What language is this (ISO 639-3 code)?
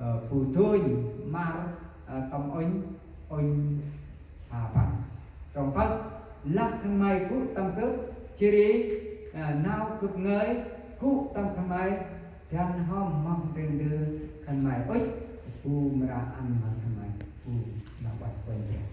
cmo